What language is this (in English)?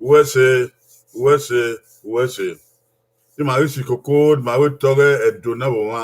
Bini